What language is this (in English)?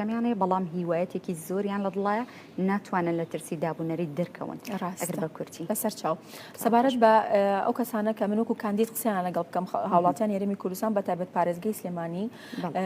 Central Kurdish